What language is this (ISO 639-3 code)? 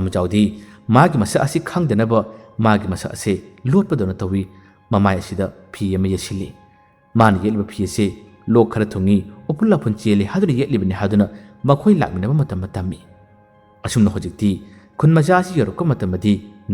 mni